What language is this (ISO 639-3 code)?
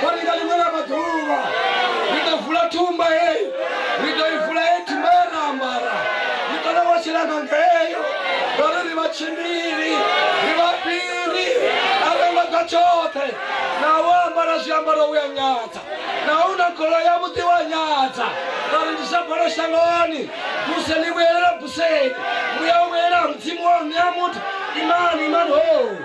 ven